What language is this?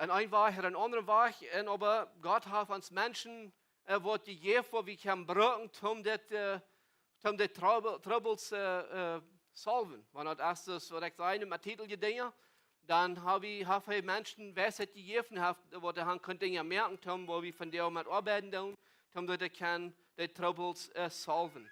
Plautdietsch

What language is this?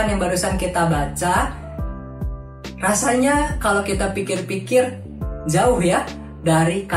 Indonesian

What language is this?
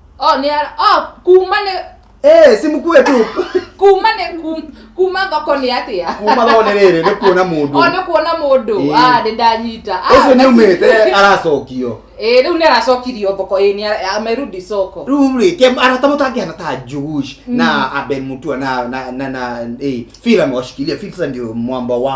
Kikuyu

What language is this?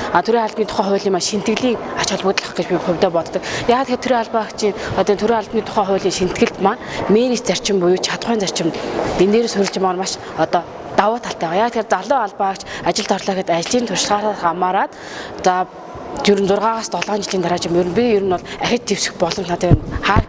Mongolian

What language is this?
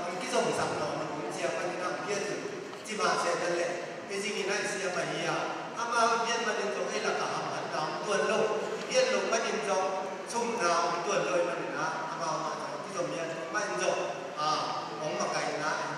Tedim Chin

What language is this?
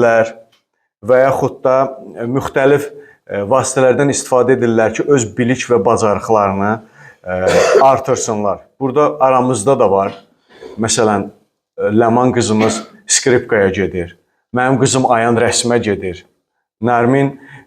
Azerbaijani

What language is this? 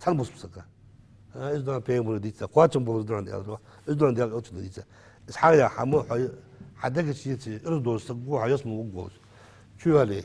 Ingush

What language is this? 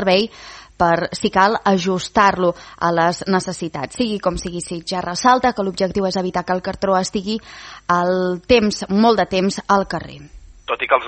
Catalan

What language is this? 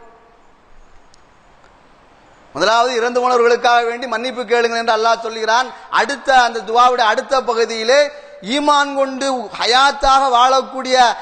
Tamil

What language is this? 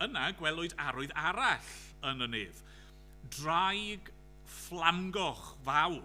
Welsh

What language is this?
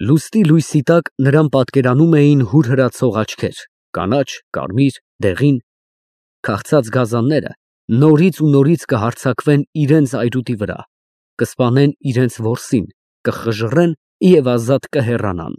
Armenian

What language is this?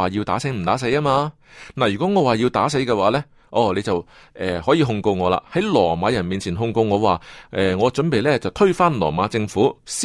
Cantonese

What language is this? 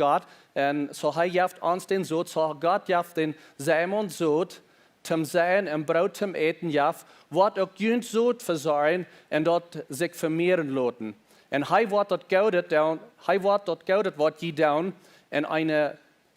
Plautdietsch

